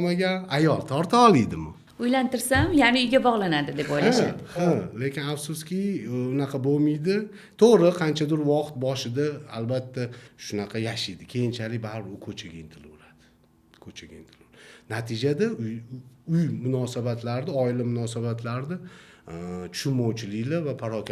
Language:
Uzbek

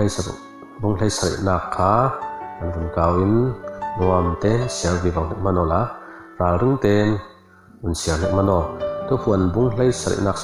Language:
Falam Chin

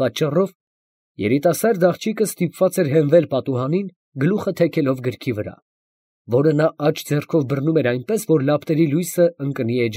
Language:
Armenian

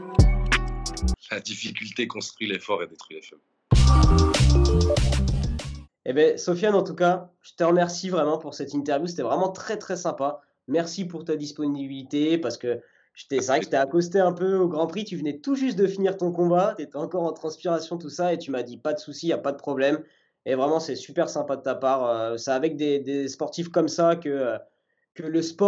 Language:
French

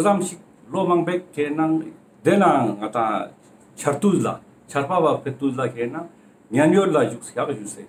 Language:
Ladakhi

